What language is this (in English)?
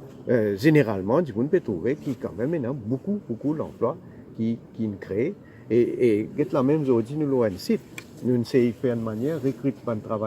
Morisyen